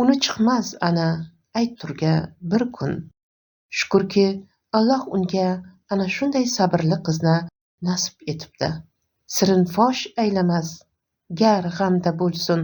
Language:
Uzbek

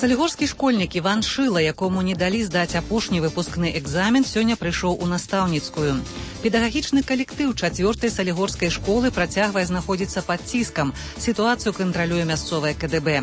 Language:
Belarusian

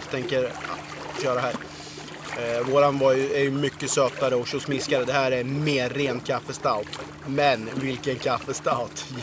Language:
Swedish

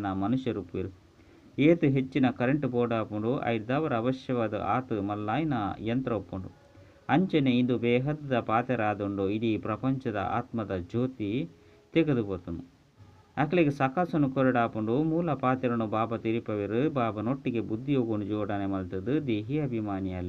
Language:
Tulu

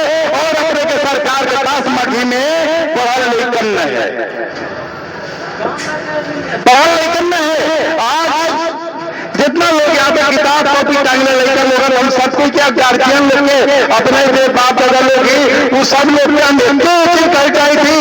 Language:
Magahi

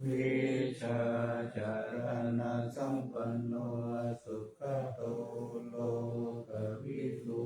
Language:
Pali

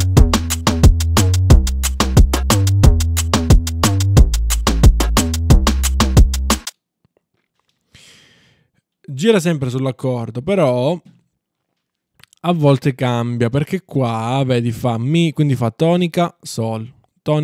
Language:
Italian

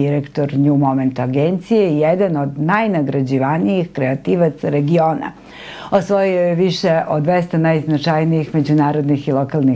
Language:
Serbian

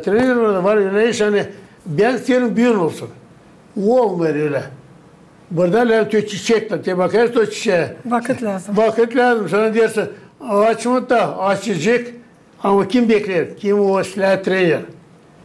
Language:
Gagauz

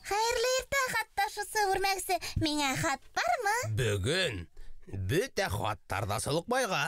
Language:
Bashkir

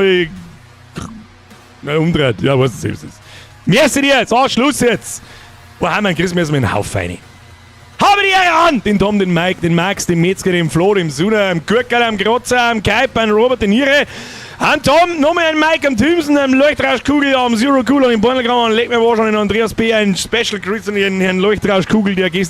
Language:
Bavarian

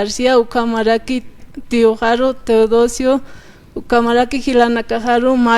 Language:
Aymara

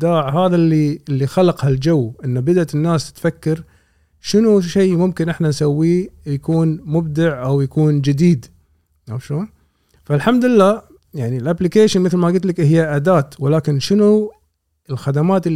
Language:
Gulf Arabic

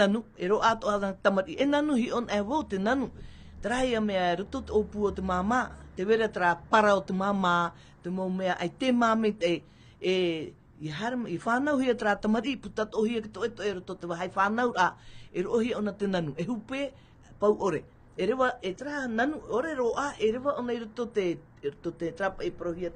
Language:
Tahitian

